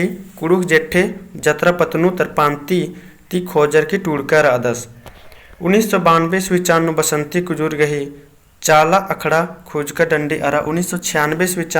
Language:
Kurukh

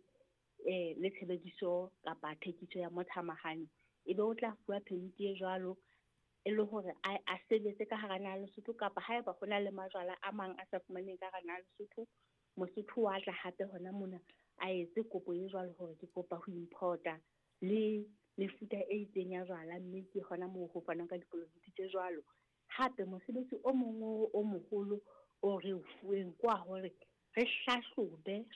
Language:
Southern Sotho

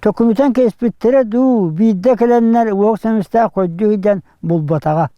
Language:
Yakut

